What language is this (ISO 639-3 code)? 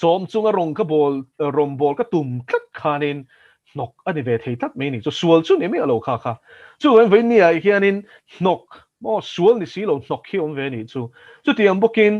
lus